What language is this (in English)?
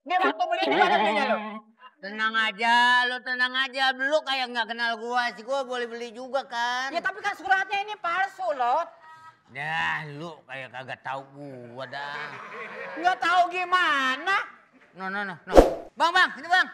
Betawi